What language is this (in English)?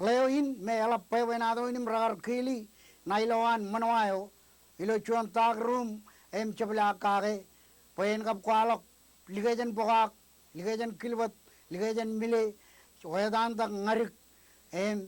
Marshallese